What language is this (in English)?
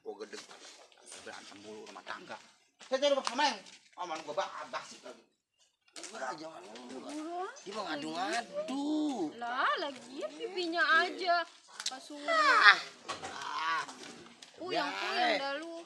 Betawi